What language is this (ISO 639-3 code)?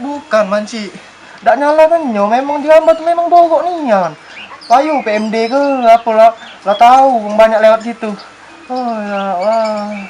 mui